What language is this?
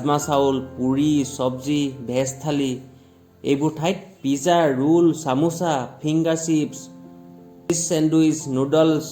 Assamese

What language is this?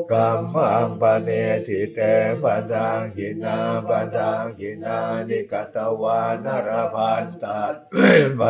Pali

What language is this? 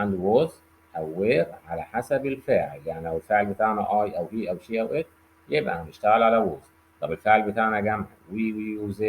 Egyptian Arabic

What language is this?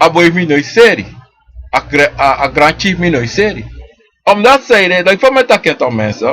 Sranan Tongo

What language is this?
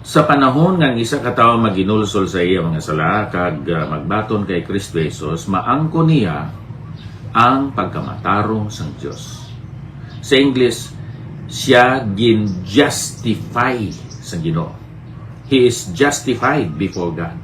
Hiligaynon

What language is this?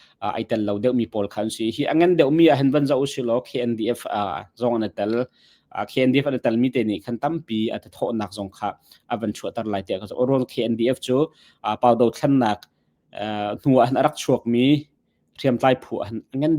Hakha Chin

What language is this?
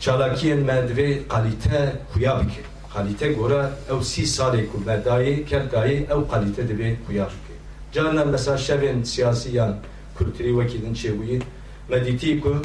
Kurdish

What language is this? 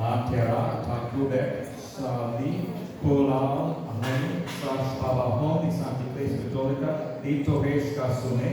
Kekchí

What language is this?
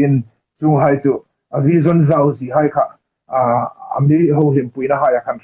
Hmar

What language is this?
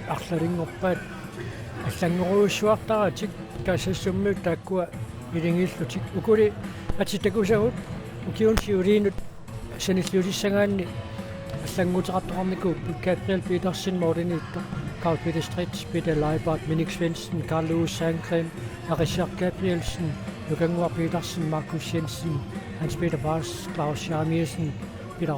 Kalaallisut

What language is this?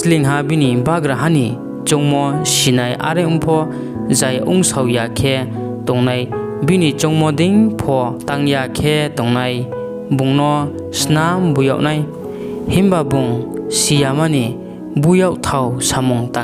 Riang (India)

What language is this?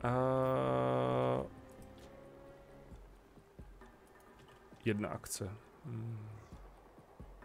Czech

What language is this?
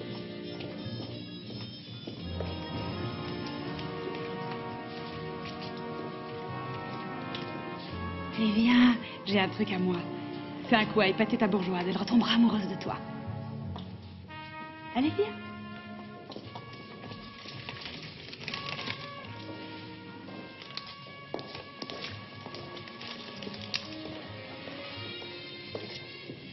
French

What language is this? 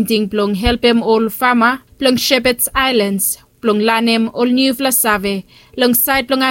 Bislama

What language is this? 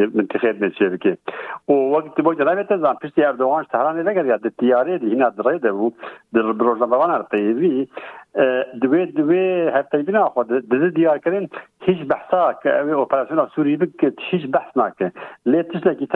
Kurdish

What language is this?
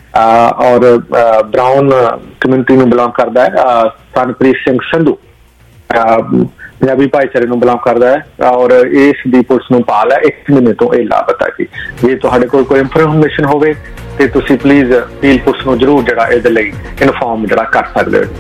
Punjabi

